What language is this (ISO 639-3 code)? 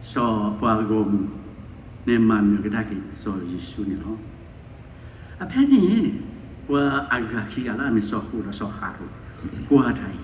ksw